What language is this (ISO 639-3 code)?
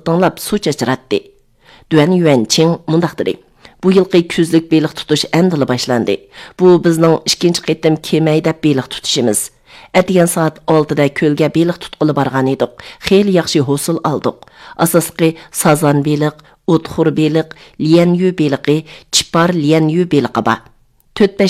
uig